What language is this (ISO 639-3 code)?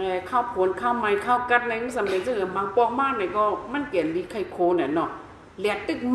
shn